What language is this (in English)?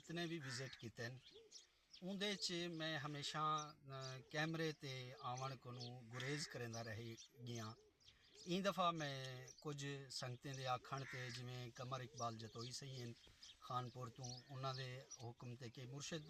Saraiki